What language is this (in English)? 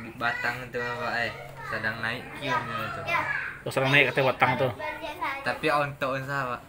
Minangkabau